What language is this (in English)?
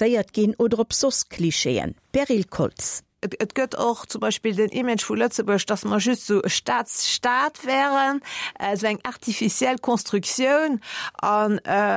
Luxembourgish